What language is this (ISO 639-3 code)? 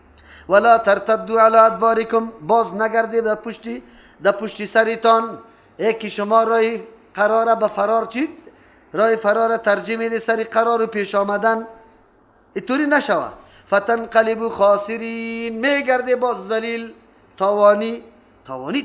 fas